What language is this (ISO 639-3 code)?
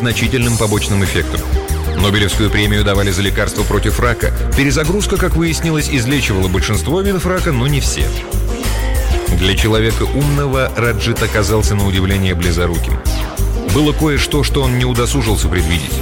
rus